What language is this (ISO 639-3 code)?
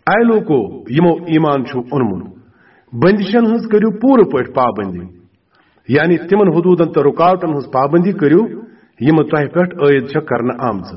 kas